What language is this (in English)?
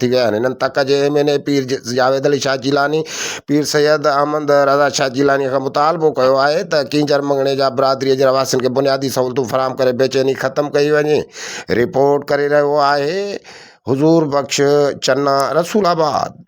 Sindhi